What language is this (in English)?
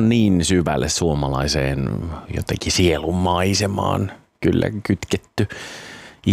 Finnish